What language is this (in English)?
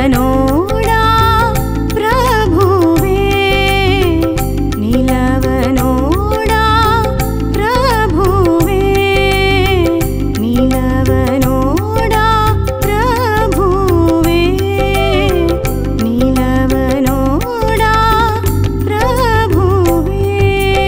Kannada